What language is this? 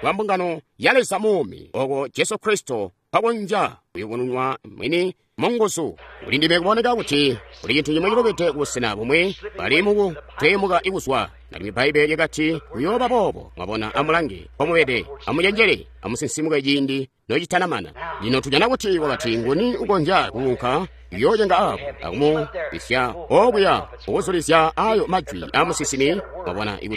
Tonga (Zambia)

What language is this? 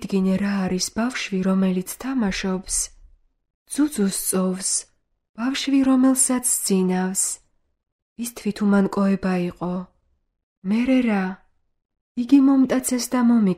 Georgian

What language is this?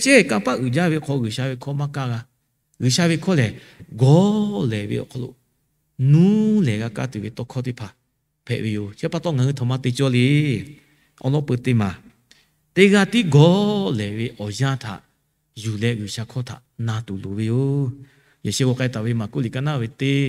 Lahu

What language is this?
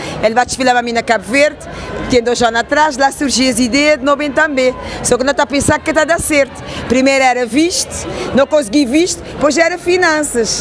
Kabuverdianu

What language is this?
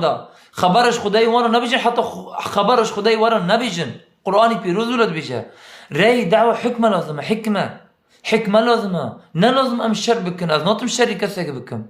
Kurdish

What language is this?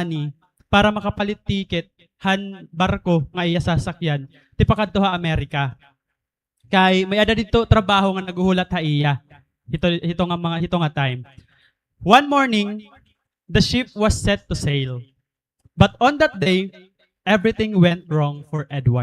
Waray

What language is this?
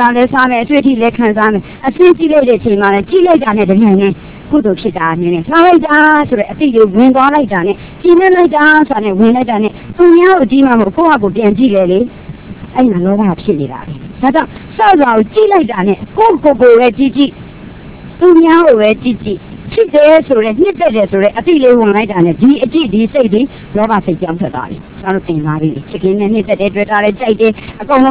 Burmese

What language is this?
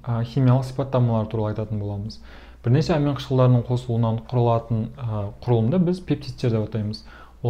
Kazakh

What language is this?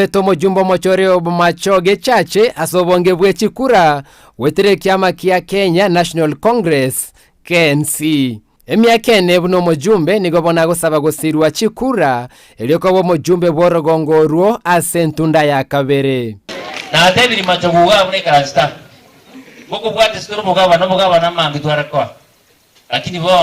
Gusii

